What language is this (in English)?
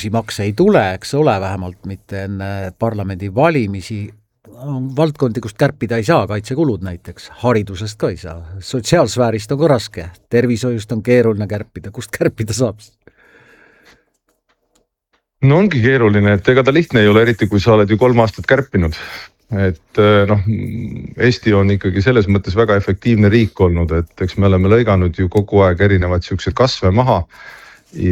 Estonian